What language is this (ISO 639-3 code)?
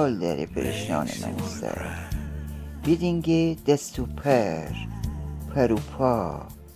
glk